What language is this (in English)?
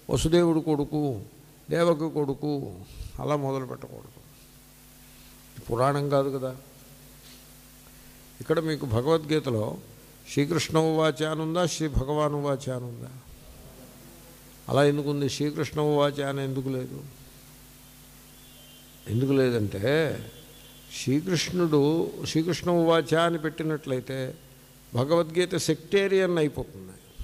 Telugu